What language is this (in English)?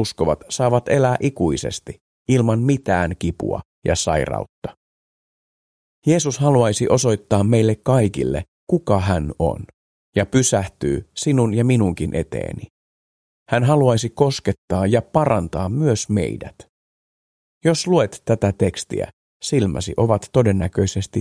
Finnish